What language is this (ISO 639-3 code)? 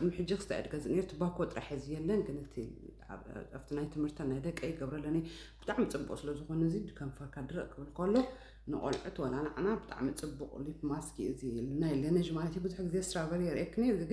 tir